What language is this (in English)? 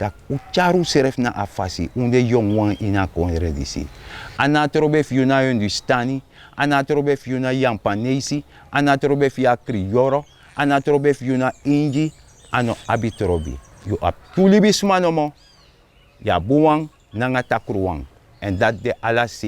Sranan Tongo